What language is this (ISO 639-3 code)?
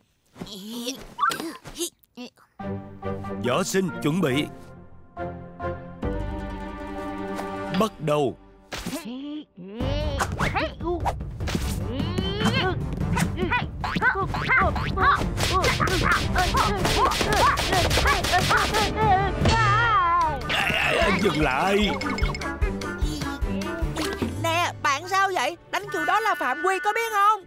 vie